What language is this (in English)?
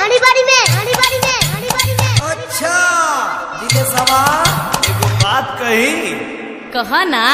Bhojpuri